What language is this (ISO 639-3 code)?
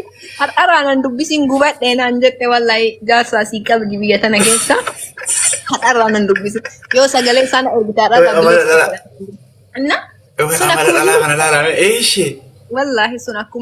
orm